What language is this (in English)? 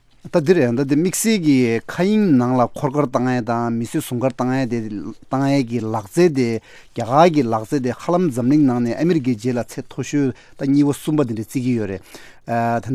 Tibetan